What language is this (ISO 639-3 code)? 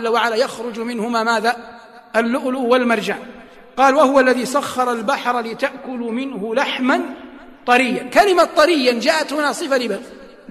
ara